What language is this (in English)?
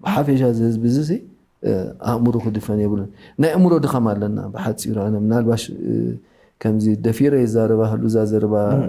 Tigrinya